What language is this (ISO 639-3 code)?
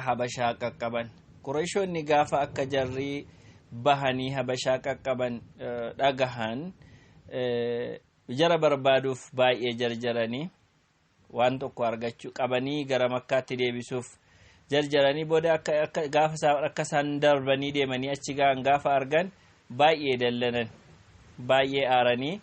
orm